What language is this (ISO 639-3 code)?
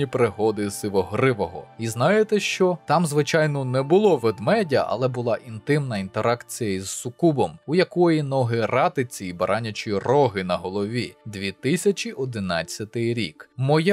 ukr